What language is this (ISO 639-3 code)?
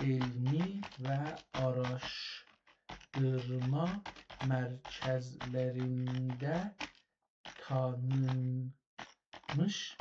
azb